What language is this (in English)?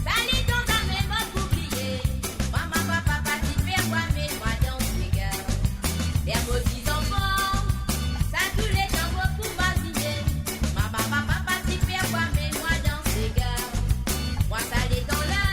Morisyen